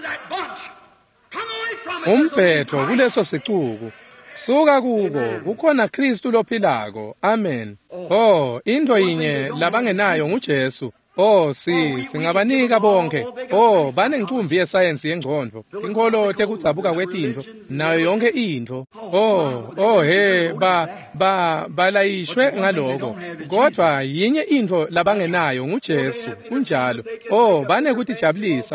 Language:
Swati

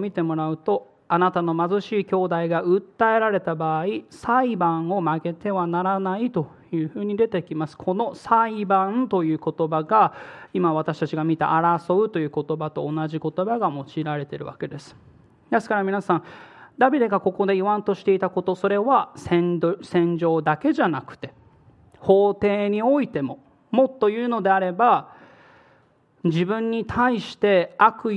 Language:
Japanese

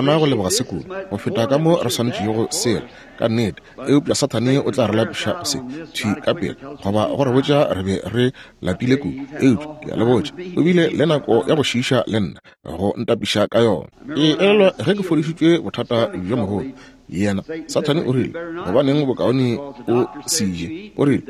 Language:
Northern Sotho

